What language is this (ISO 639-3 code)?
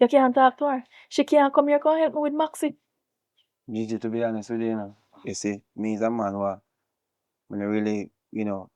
jam